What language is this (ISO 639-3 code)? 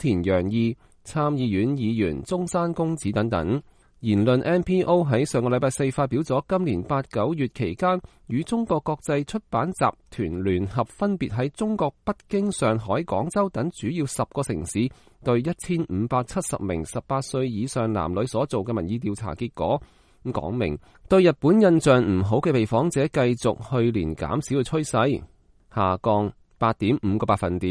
yue